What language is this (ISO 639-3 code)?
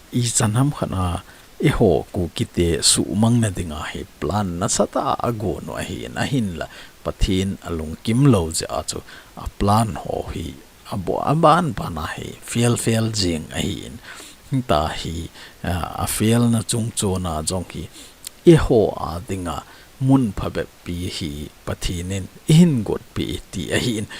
tcz